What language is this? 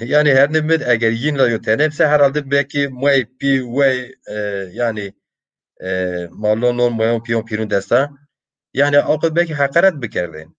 Zaza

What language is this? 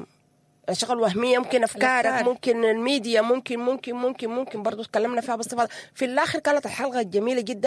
Sudanese Arabic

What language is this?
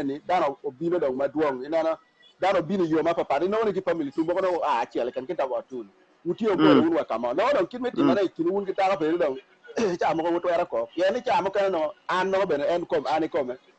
Acoli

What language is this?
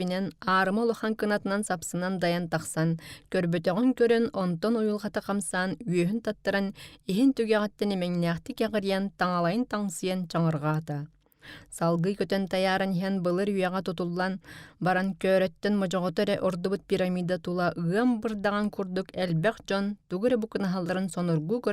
Yakut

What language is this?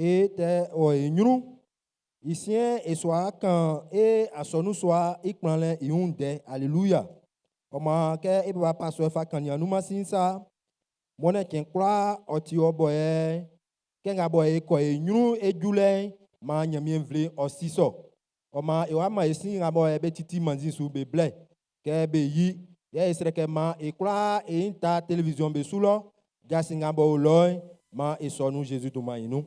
Baoulé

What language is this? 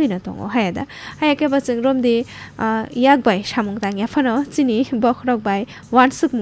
Kok Borok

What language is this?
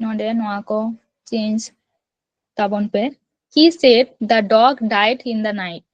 Santali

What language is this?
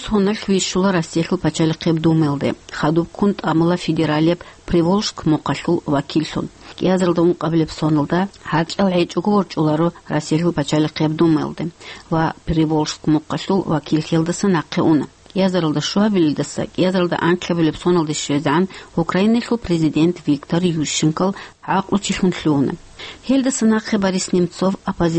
Avaric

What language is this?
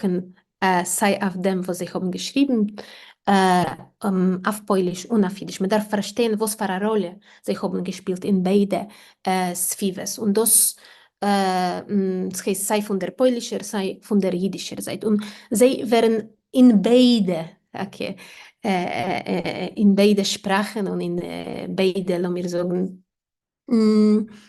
Yiddish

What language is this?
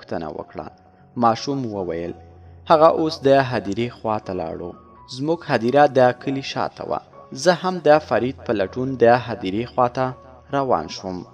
Pashto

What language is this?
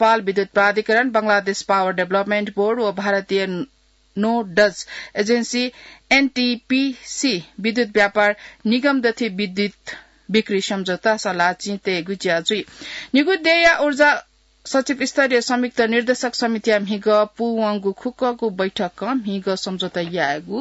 Newari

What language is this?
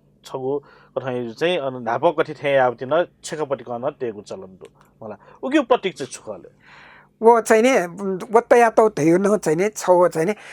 Newari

